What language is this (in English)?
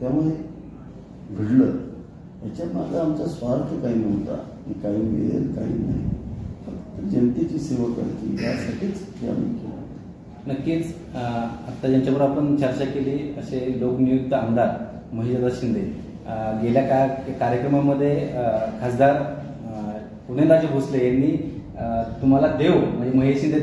Marathi